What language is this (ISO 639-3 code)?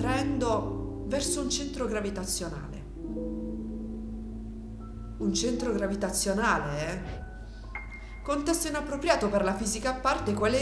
ita